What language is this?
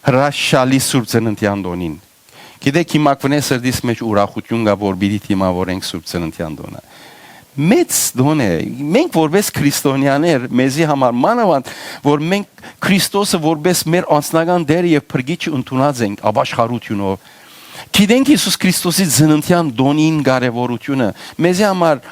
Western Armenian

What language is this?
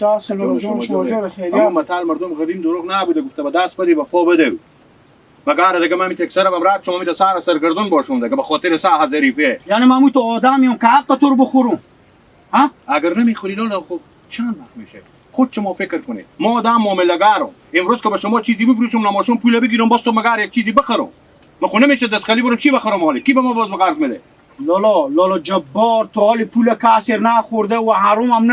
Hazaragi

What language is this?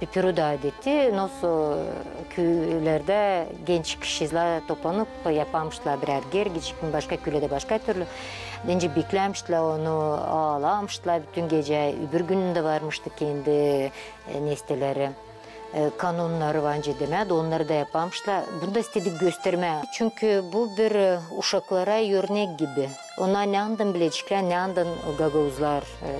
Gagauz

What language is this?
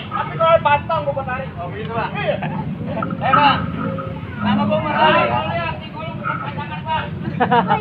Betawi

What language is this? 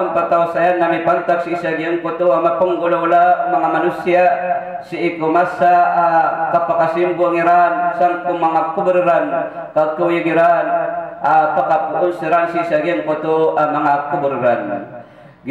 Maranao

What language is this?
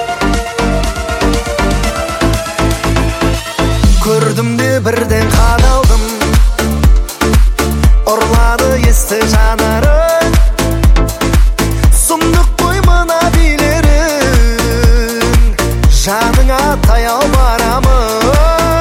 Kazakh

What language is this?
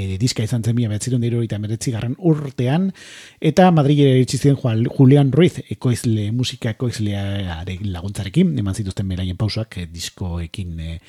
Basque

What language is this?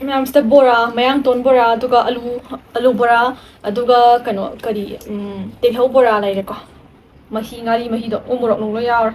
Manipuri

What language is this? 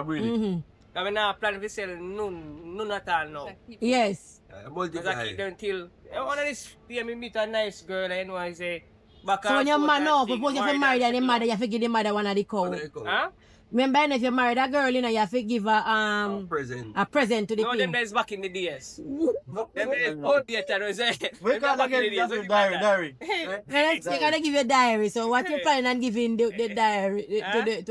Jamaican Creole English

